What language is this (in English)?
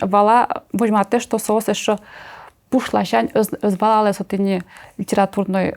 Udmurt